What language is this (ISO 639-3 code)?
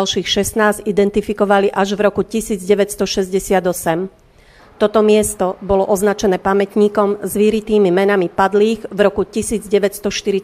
slk